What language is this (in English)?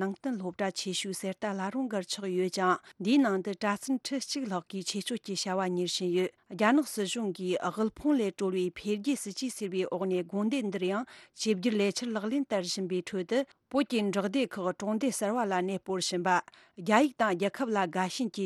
Tibetan